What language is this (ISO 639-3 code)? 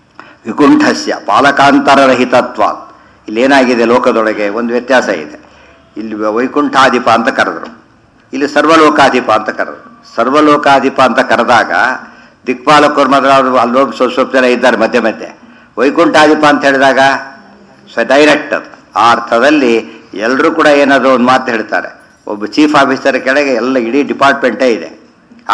kan